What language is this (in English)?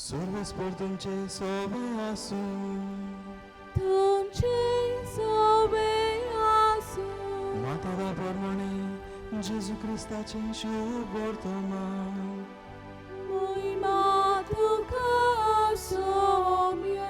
Konkani